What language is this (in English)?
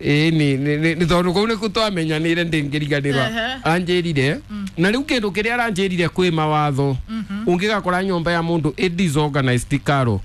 Kikuyu